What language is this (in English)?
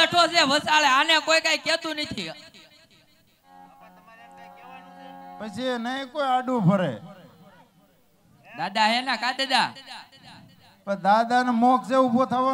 Gujarati